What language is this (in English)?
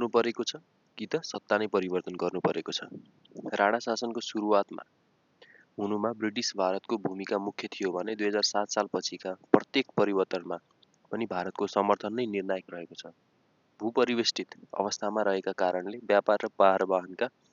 Nepali